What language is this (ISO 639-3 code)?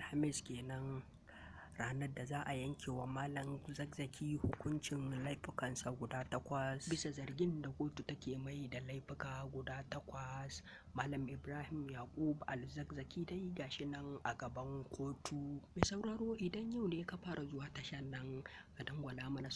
hau